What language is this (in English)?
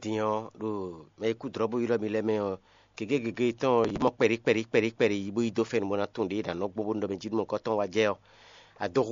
Fon